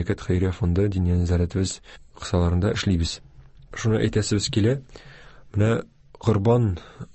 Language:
Tatar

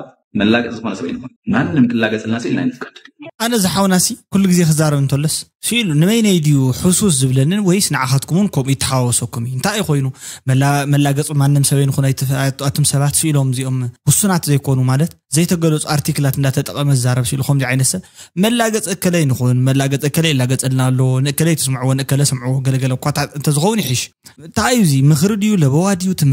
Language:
Tigrinya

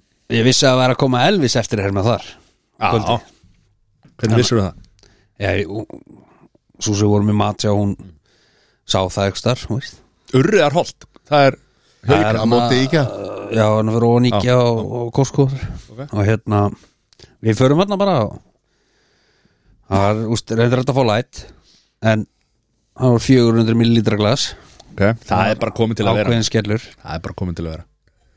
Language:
Icelandic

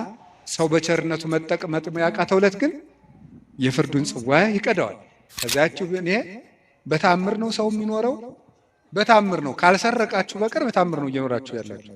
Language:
Amharic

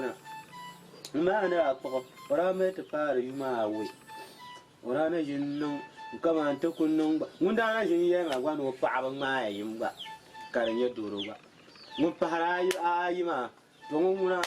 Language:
Dagbani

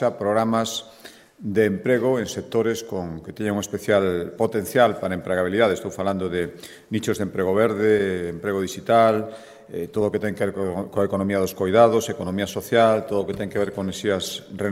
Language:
Galician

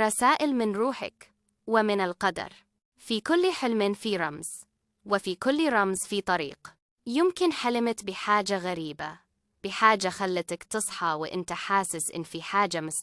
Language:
Egyptian Arabic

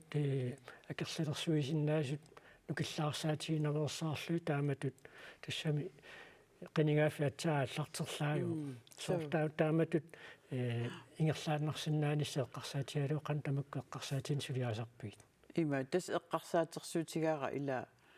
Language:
Kalaallisut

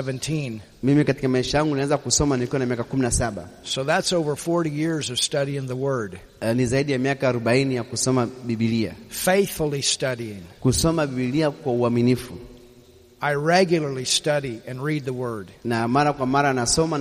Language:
Swahili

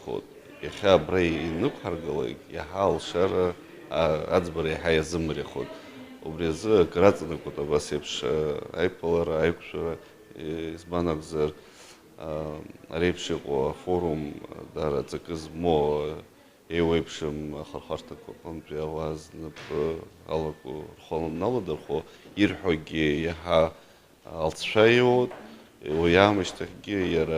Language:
Abkhazian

